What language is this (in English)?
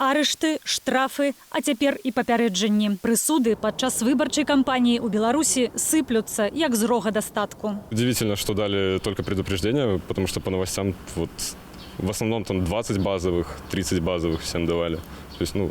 Belarusian